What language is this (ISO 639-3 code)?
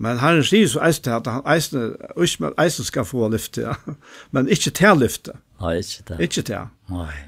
fao